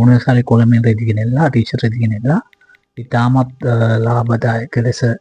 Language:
Sinhala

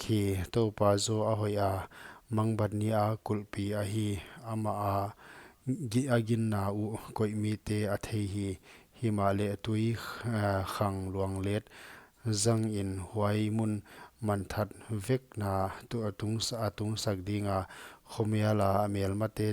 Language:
Paite Chin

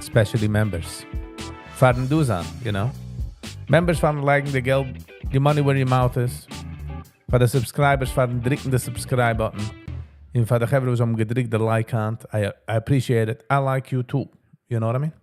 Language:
Yiddish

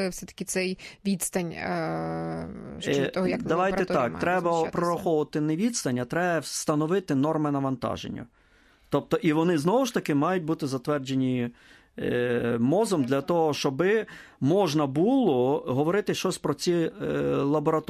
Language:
Ukrainian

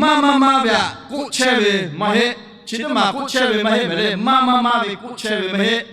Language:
Lahu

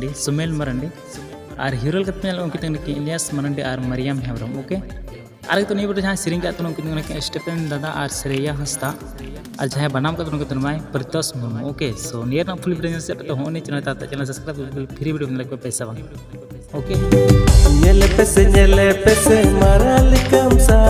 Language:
Santali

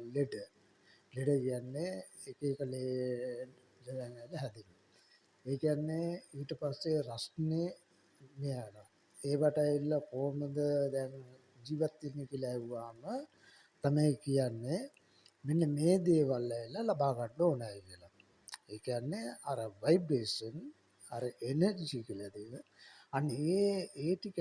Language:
Sinhala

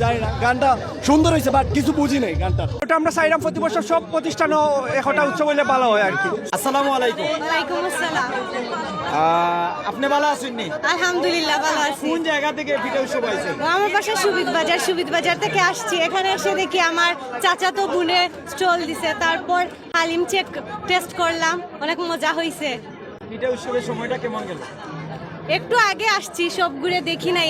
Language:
Sylheti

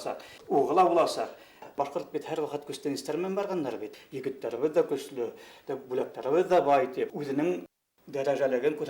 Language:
Bashkir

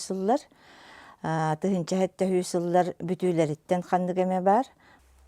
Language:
Yakut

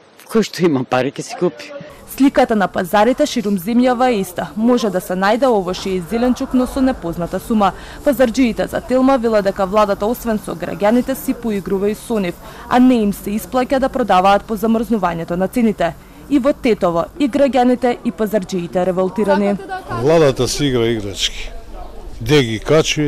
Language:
Macedonian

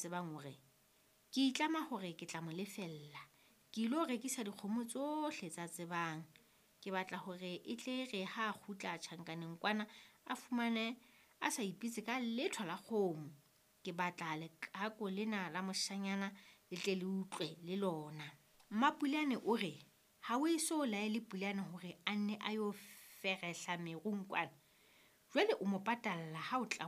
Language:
Southern Sotho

